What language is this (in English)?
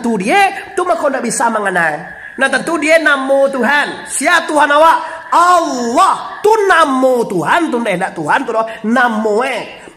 Minangkabau